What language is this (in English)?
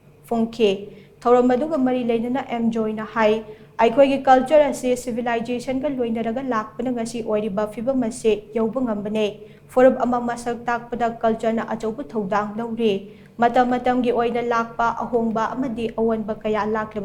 Manipuri